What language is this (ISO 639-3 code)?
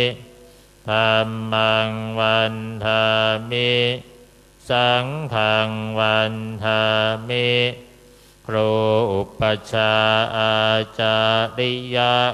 pli